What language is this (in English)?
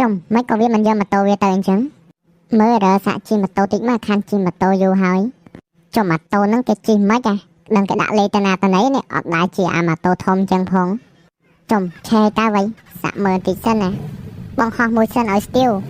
Khmer